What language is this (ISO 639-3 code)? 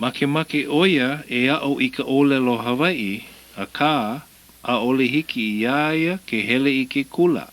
haw